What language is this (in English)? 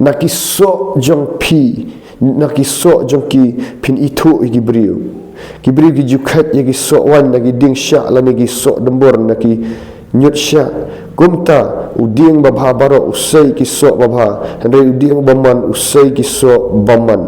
Khasi